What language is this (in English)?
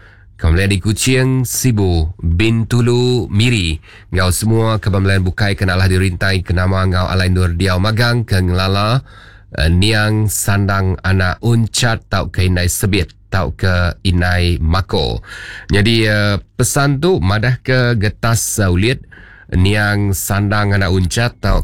Iban